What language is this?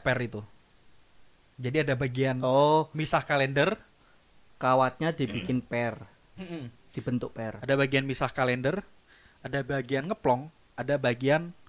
Indonesian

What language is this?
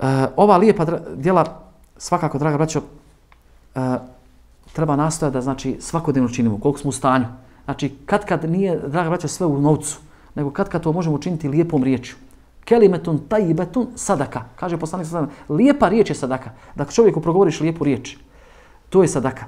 Bosnian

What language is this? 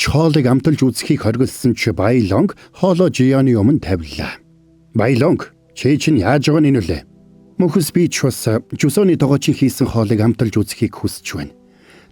Mongolian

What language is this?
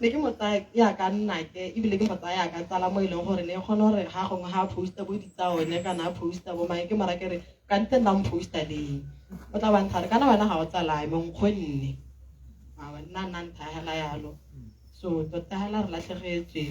Tswana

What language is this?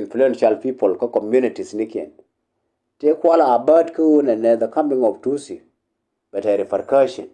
Nuer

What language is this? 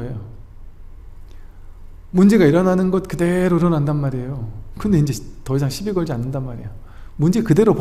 Korean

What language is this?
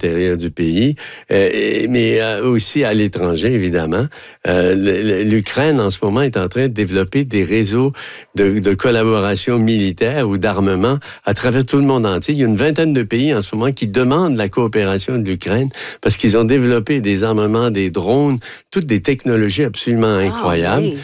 French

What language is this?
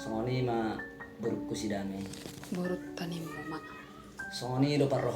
Batak Toba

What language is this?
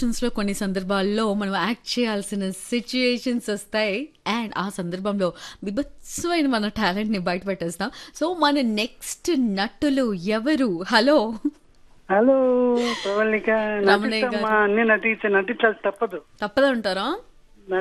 Telugu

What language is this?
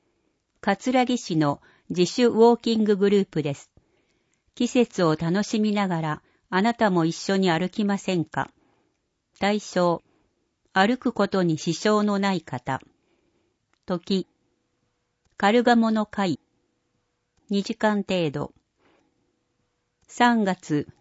Japanese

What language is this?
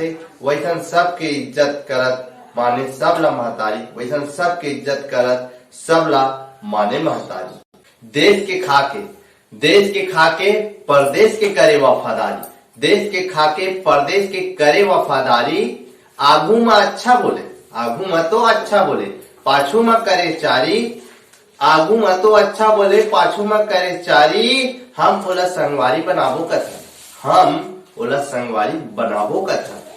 Chhattisgarhi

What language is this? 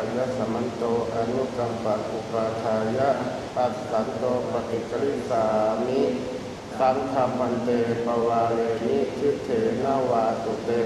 Pali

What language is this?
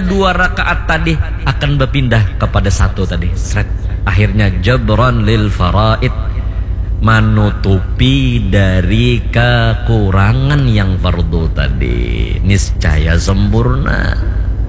Banjar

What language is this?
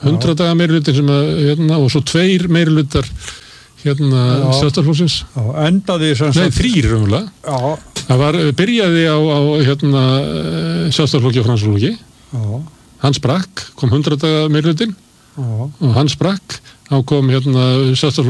Icelandic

